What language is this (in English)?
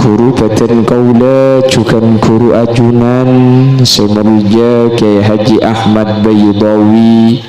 Madurese